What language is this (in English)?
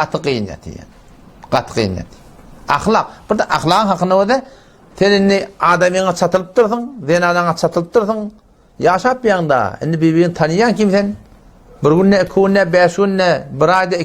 Turkmen